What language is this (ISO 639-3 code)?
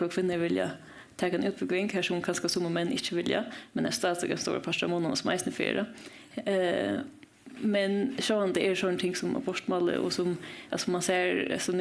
fao